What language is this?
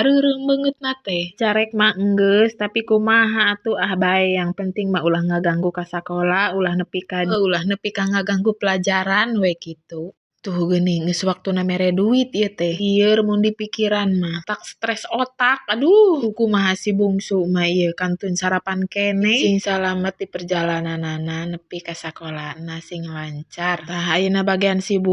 Sundanese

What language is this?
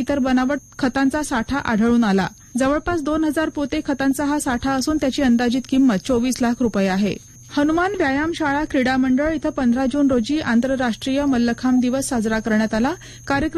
Marathi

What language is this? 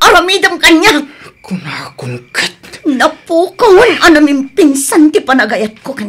Iloko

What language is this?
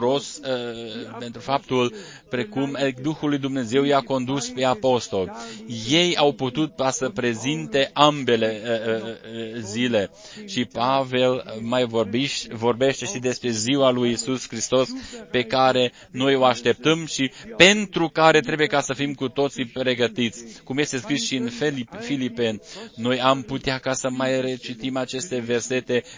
Romanian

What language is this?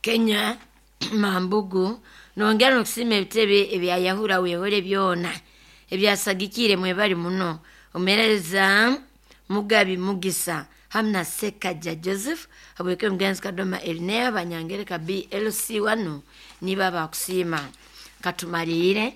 Nyoro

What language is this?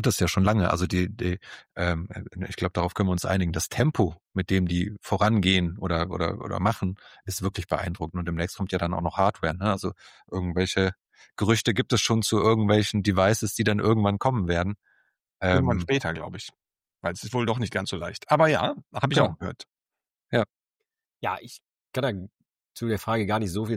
German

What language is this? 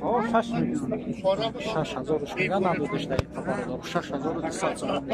Tajik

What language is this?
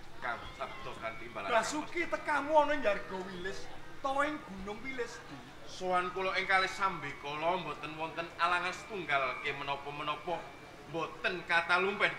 Javanese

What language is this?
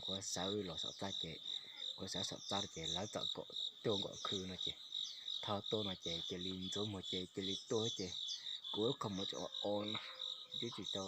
Hmong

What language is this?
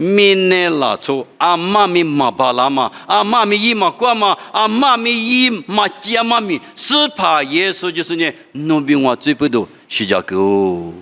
Lisu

